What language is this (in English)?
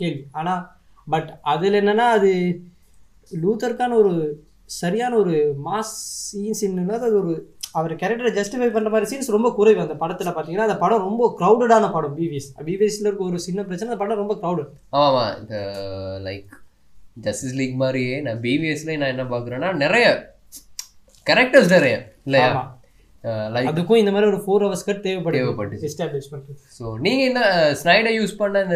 Tamil